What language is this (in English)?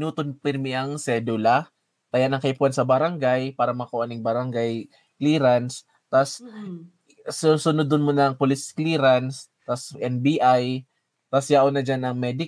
Bikol